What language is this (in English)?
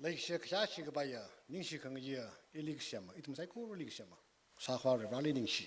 Tangkhul Naga (India)